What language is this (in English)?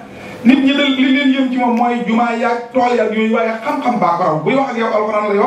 Wolof